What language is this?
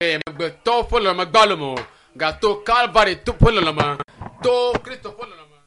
Ewe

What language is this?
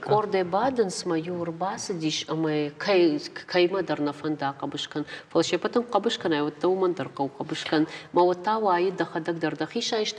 Ossetic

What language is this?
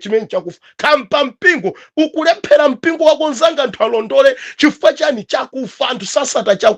Nyanja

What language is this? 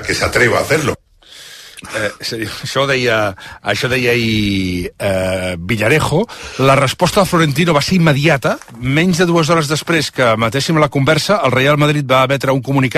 Catalan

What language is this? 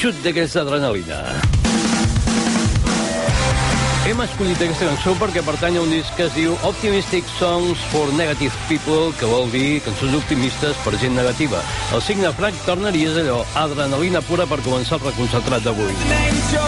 Catalan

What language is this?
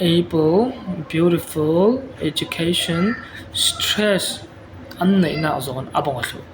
Falam Chin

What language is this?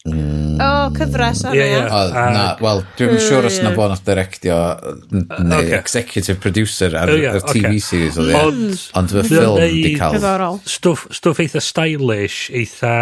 Welsh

